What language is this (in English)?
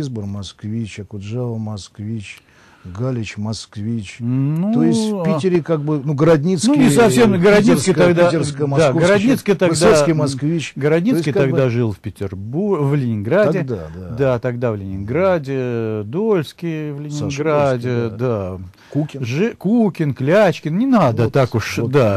Russian